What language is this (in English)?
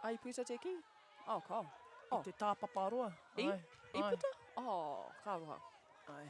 Māori